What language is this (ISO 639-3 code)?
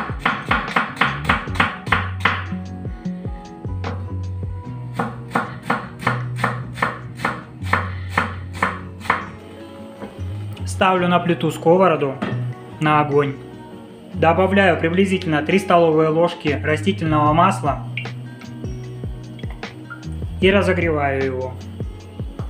rus